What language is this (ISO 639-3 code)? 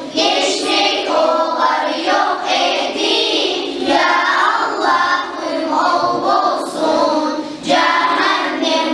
kum